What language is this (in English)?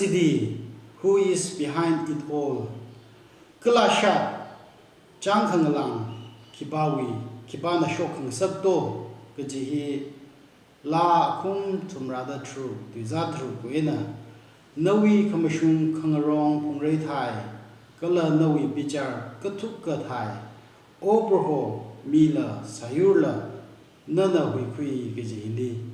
Tangkhul Naga (India)